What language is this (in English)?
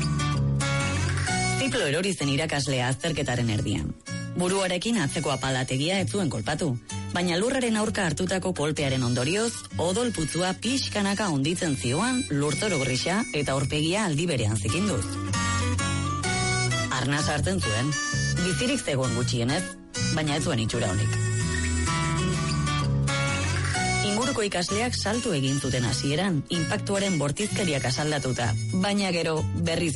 Basque